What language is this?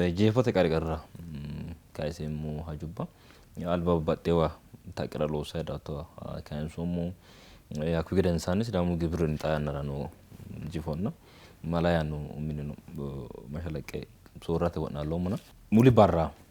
Sidamo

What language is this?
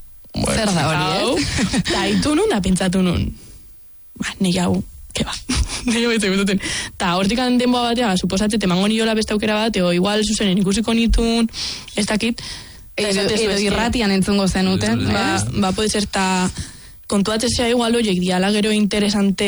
Basque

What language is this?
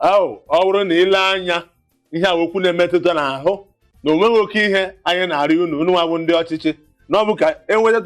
Igbo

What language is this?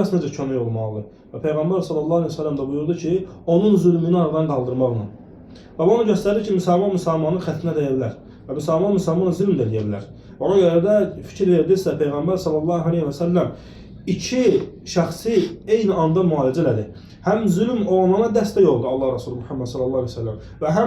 Azerbaijani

